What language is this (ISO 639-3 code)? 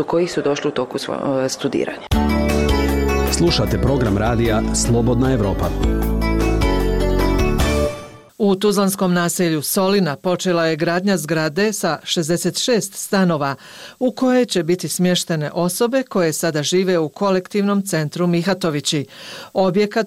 bos